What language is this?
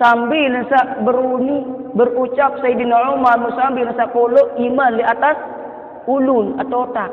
Sasak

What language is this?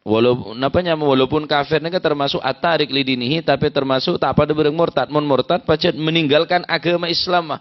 Madurese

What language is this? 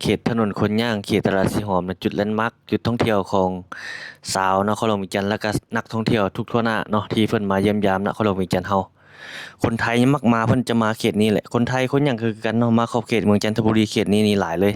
Lao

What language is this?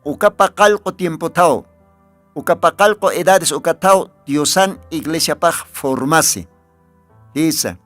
Aymara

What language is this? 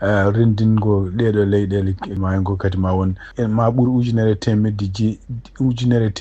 Fula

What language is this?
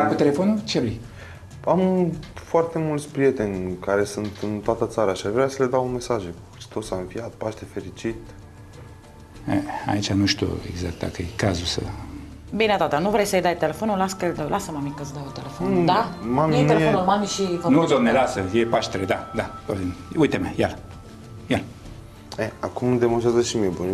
Romanian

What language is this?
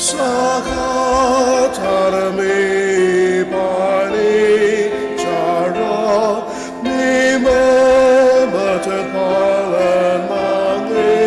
Ao Naga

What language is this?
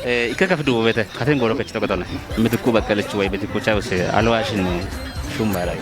Kafa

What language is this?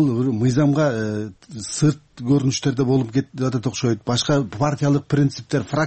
Kyrgyz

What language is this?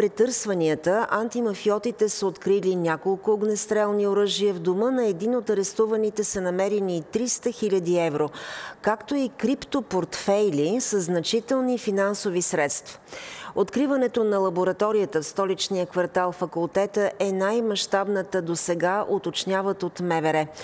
Bulgarian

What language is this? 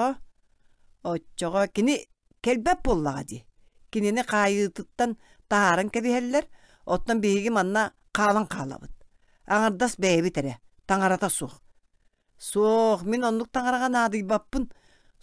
Yakut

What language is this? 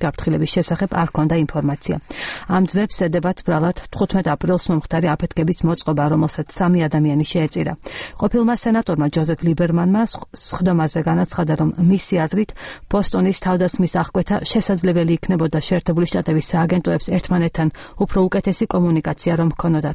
Georgian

